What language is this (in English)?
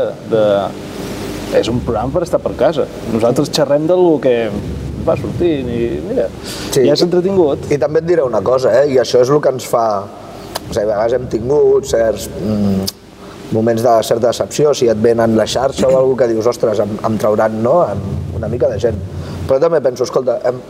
Catalan